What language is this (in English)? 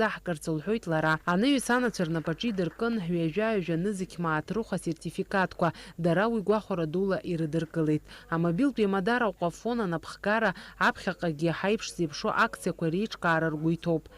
Abkhazian